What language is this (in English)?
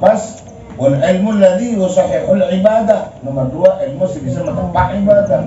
Madurese